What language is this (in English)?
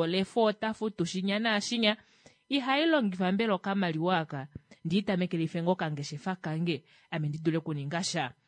Kuanyama